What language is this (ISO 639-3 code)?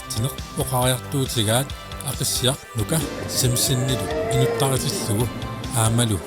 kal